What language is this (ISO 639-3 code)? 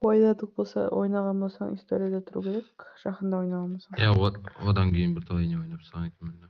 kaa